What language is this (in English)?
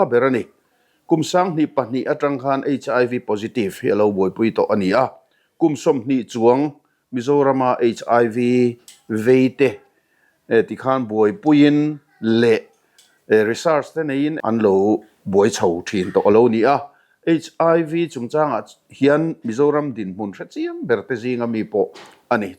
Mizo